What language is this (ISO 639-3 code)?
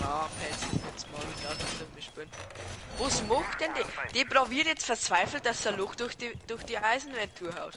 bar